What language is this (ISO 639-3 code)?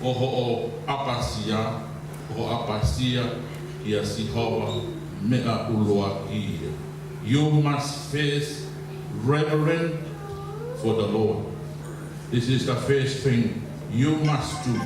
ton